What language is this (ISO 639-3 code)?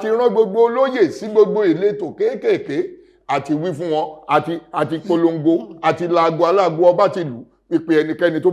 yor